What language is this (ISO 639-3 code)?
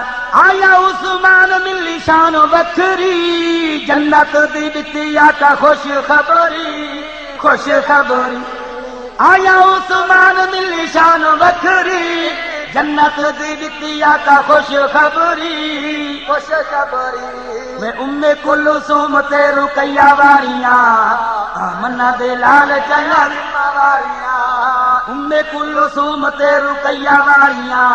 skr